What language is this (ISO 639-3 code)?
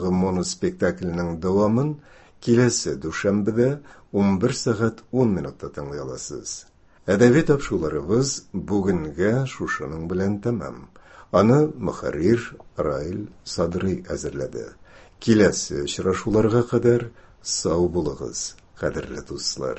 tat